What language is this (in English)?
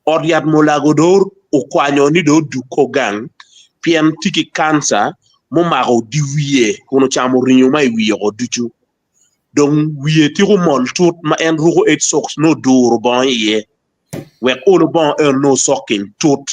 Acoli